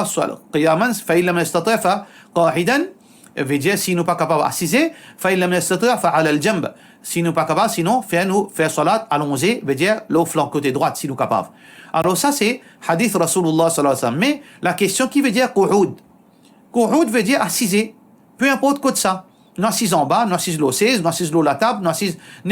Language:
Morisyen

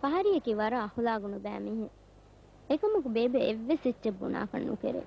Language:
Divehi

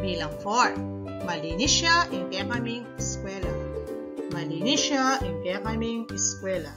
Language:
Pampanga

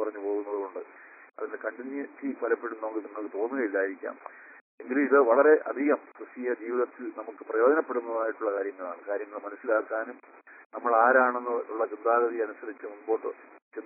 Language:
Malayalam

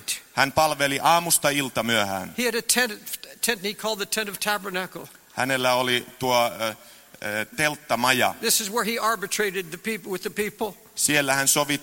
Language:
Finnish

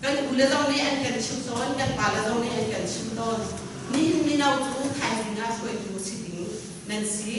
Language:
Hakha Chin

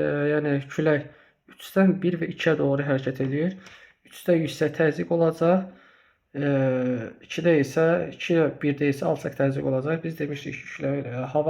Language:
Azerbaijani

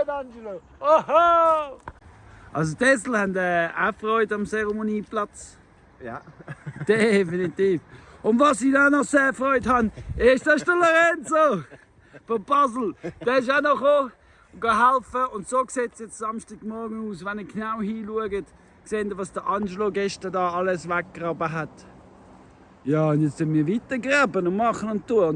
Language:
Swiss German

